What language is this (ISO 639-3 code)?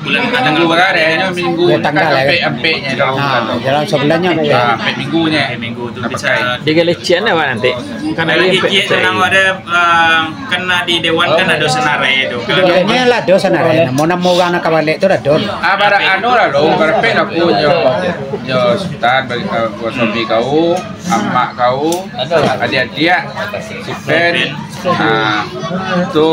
min